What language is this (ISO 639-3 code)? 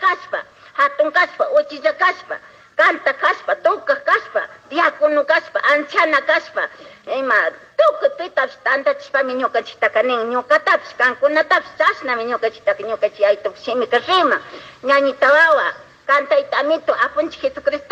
qug